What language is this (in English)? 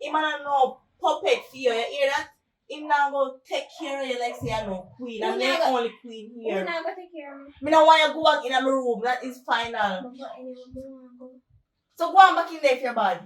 Jamaican Creole English